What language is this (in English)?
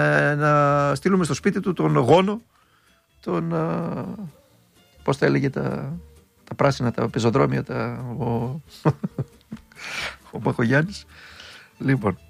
Greek